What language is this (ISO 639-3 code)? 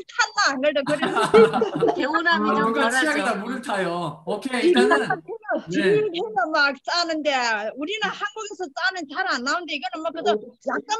kor